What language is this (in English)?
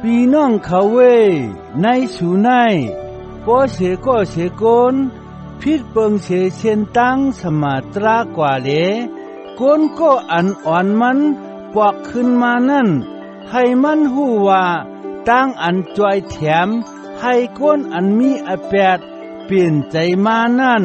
Shan